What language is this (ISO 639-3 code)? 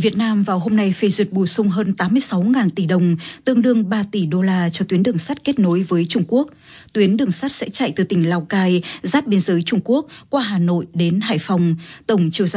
vie